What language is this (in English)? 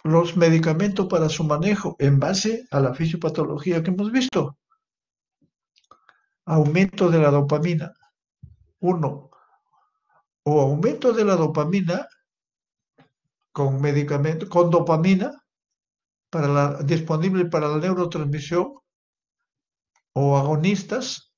Spanish